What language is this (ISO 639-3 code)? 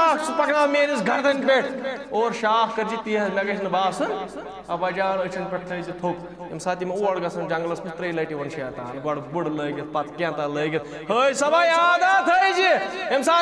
kas